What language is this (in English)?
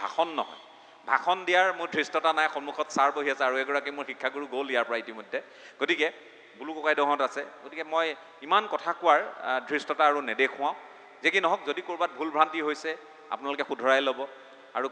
Assamese